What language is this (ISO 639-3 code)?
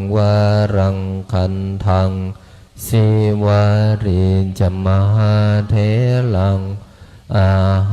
pli